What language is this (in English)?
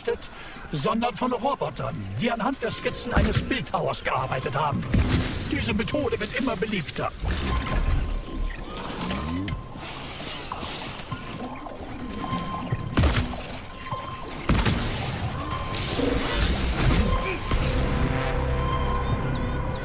German